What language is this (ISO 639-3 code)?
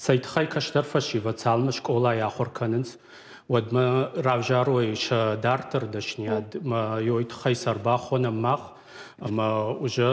oss